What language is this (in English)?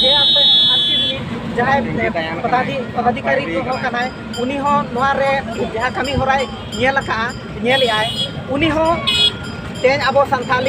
Santali